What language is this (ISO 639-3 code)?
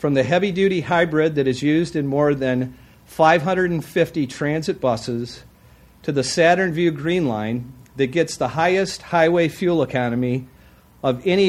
eng